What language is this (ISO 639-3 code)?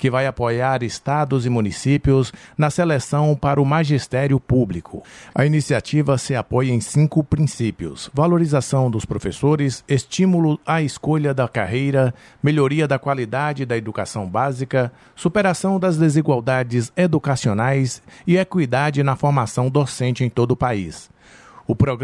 por